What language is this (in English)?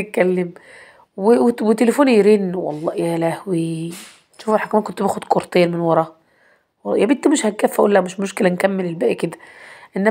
Egyptian Arabic